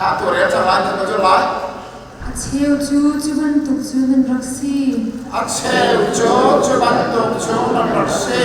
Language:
Hakha Chin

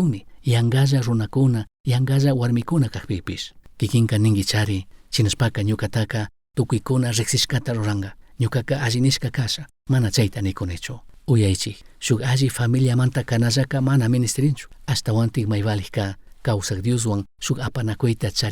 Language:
Chimborazo Highland Quichua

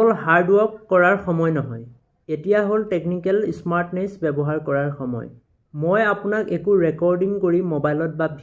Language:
Assamese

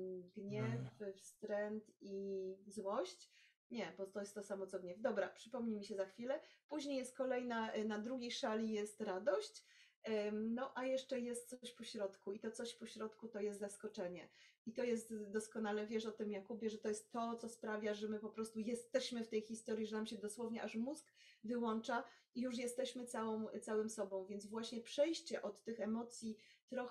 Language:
Polish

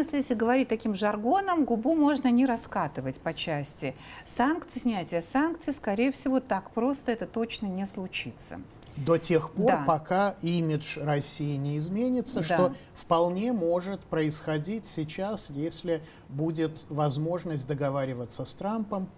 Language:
Russian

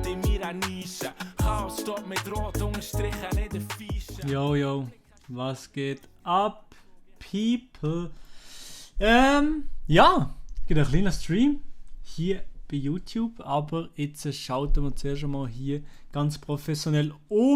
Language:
Swiss German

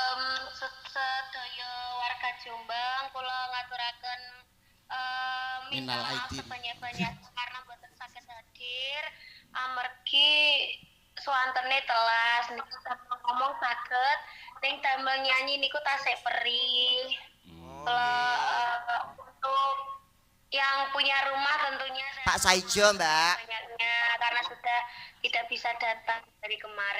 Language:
Javanese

